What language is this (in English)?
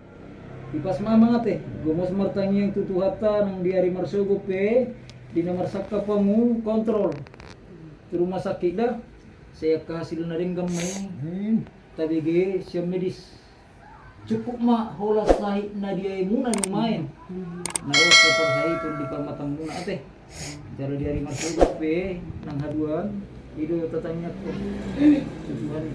Batak Toba